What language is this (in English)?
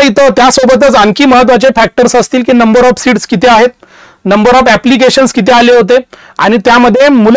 Marathi